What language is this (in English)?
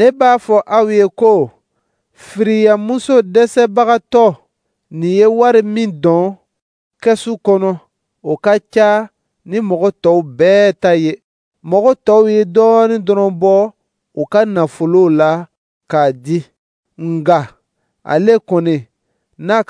Dyula